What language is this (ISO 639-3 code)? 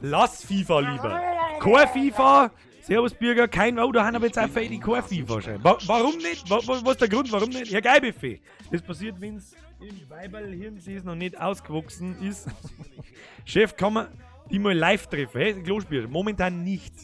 bar